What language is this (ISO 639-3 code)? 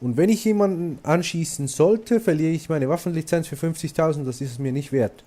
gsw